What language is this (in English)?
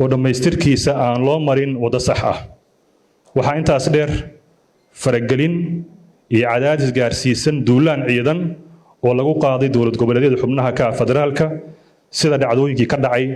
Somali